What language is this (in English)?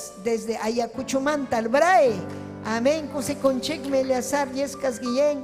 Ayacucho Quechua